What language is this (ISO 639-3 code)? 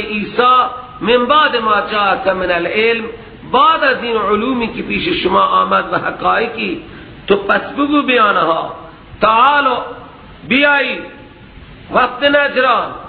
fas